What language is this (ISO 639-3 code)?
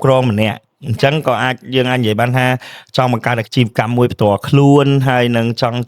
khm